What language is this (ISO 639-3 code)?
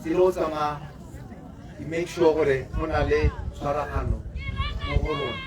tsn